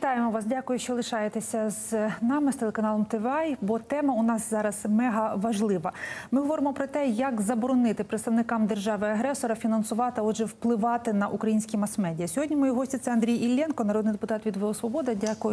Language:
Ukrainian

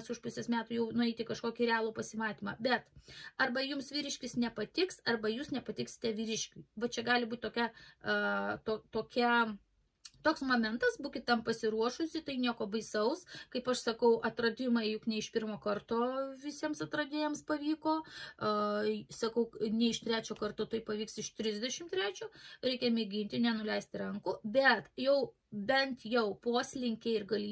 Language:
Lithuanian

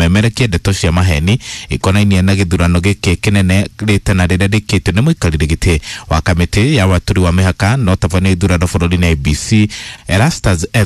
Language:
Kikuyu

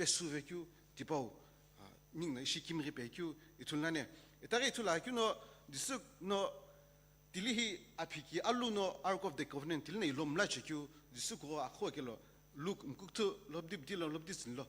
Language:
Sumi Naga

